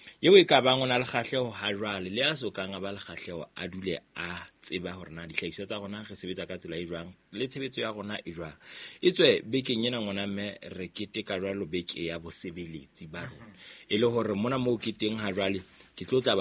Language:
Southern Sotho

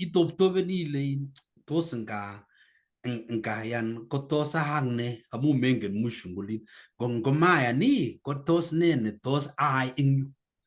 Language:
Kalenjin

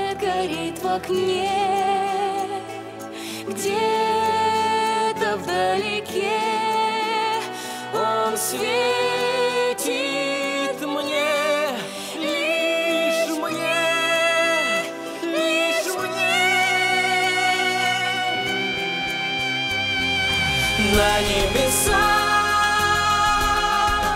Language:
Russian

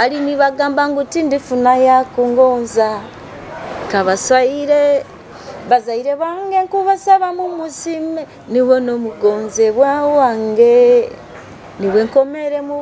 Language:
Nyoro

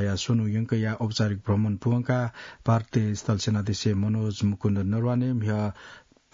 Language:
Newari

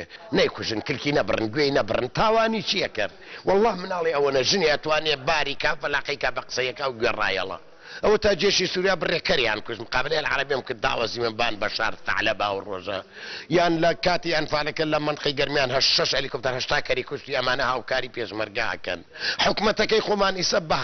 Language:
Central Kurdish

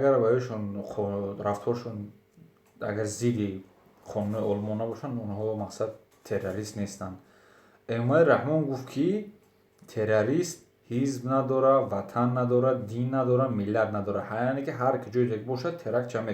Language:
Tajik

